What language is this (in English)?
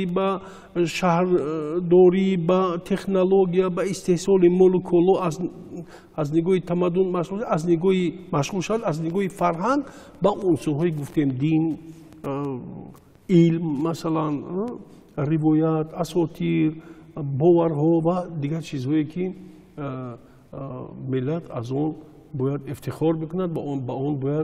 Tajik